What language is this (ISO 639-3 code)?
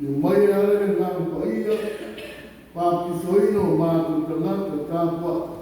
smo